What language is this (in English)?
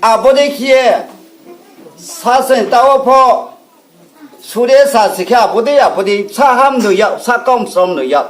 Riang (India)